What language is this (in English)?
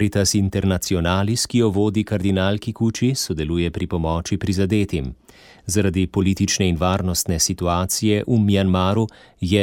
Slovenian